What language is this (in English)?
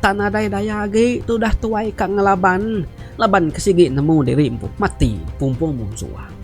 Iban